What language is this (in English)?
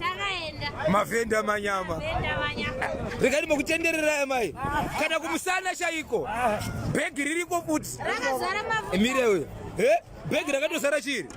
Shona